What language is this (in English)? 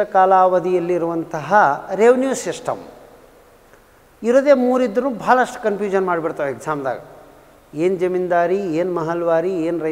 Kannada